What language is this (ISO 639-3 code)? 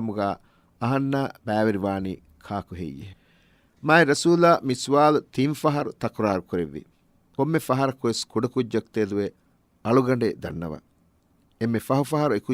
div